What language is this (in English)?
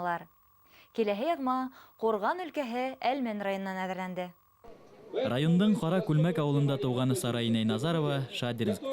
Bashkir